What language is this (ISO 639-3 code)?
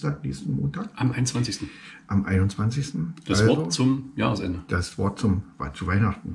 deu